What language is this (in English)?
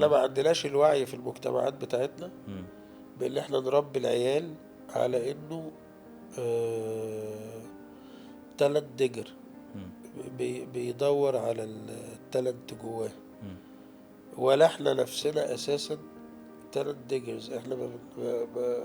Egyptian Arabic